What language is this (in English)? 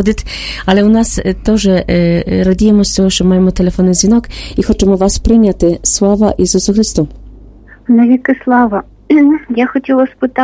Ukrainian